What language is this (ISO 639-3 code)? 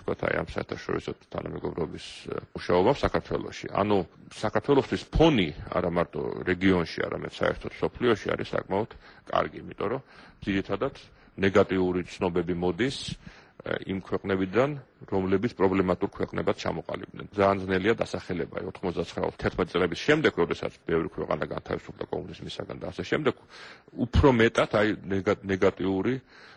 kat